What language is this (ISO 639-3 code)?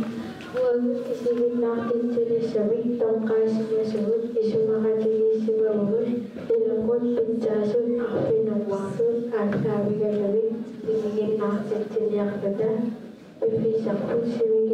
kal